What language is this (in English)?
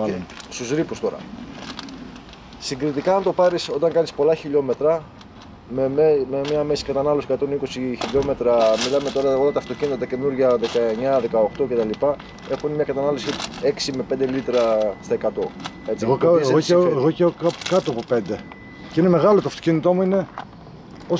Greek